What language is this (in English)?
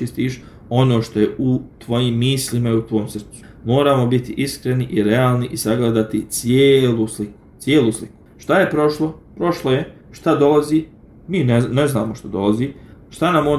Bosnian